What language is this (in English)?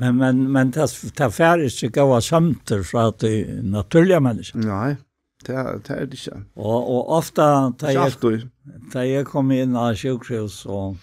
Faroese